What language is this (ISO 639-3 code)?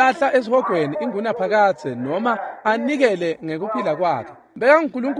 ssw